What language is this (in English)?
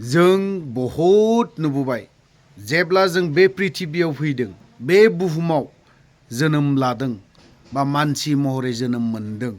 Bodo